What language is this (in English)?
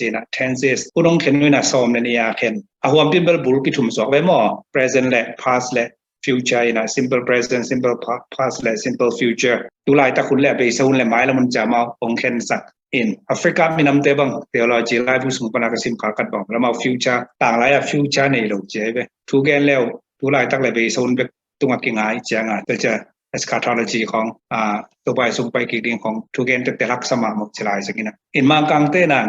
Tedim Chin